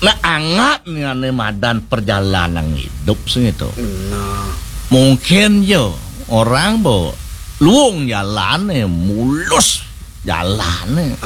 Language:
Balinese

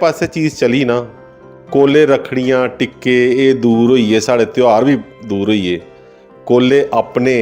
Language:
Dogri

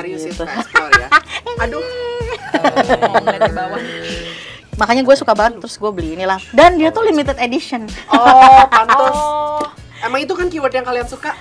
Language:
Indonesian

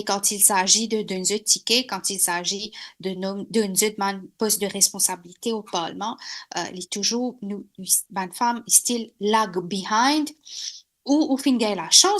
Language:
Morisyen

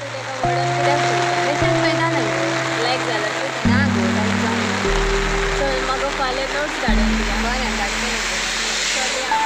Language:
Konkani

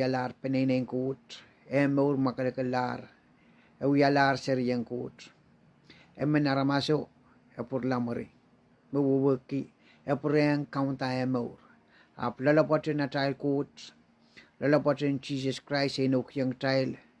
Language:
Pohnpeian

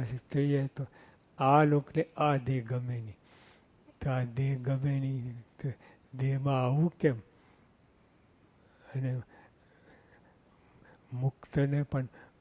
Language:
Gujarati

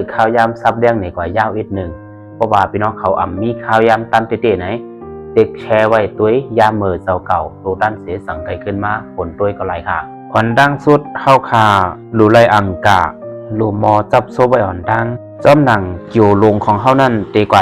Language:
Shan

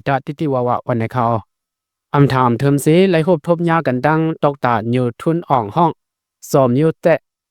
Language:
Shan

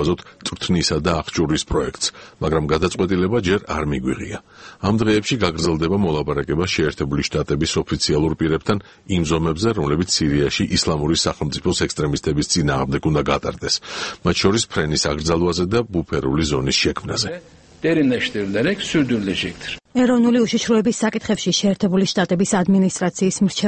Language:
Georgian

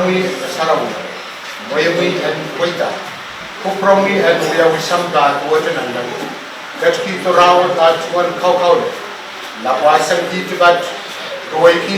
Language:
Pohnpeian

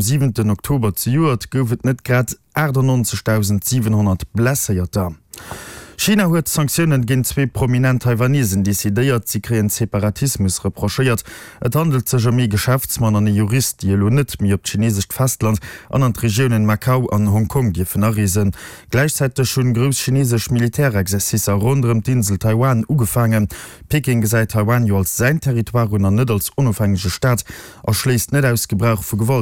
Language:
Luxembourgish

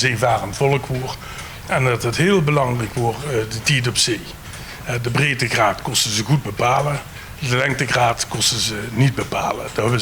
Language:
Limburgish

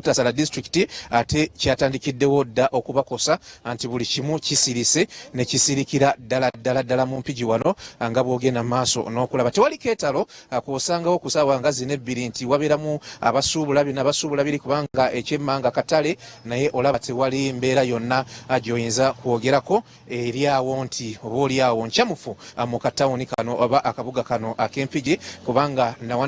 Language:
Ganda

